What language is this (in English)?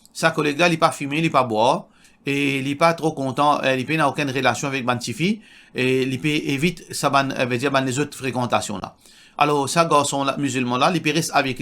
Morisyen